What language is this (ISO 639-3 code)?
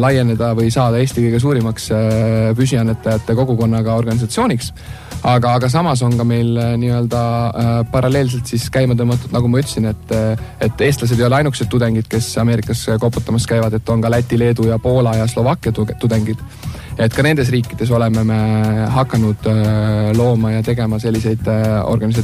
est